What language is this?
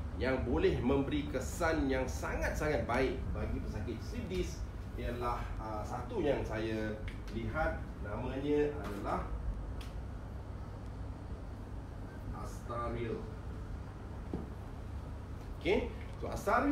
Malay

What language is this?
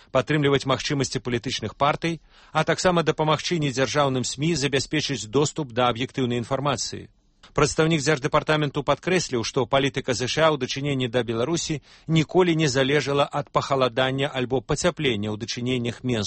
Belarusian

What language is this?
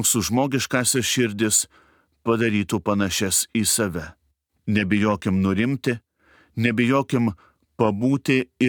Lithuanian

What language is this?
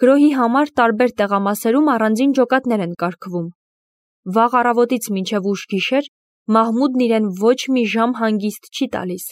Armenian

